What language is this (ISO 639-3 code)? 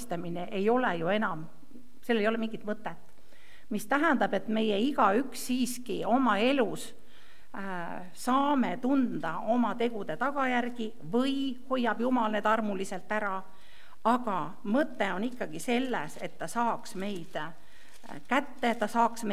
est